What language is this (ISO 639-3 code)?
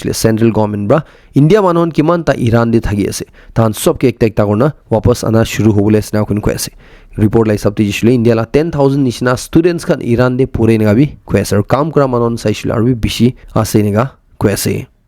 nag